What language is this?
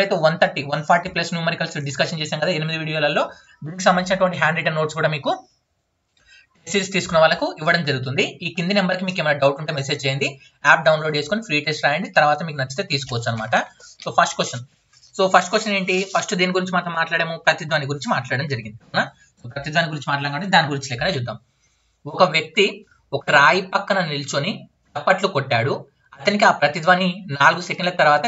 Telugu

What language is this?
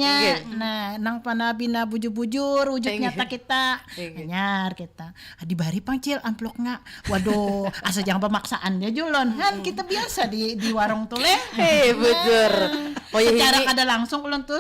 Banjar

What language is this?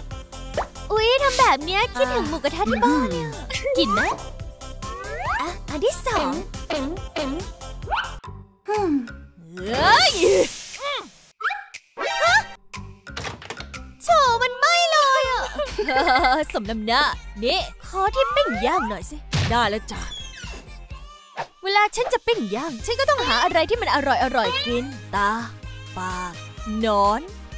Thai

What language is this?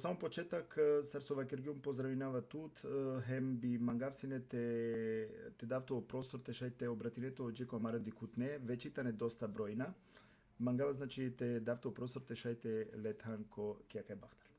Balkan Romani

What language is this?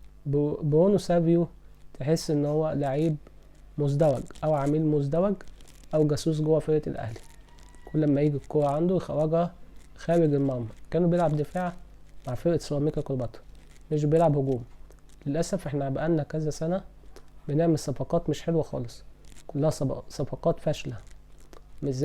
Egyptian Arabic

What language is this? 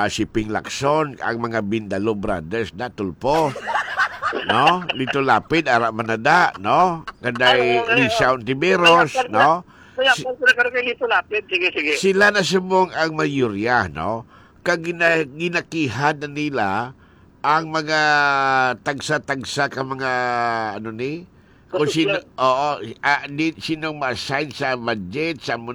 Hiligaynon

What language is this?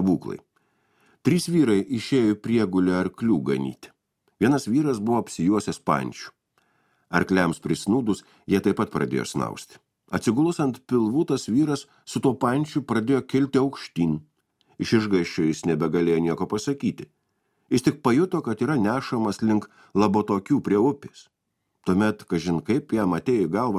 Lithuanian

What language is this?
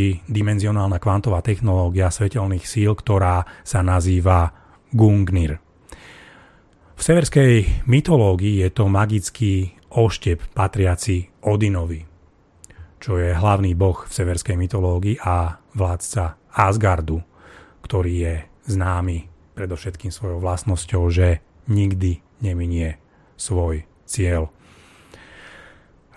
Slovak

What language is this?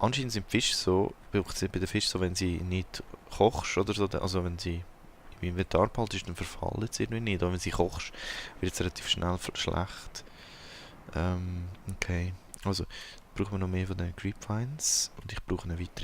Swiss German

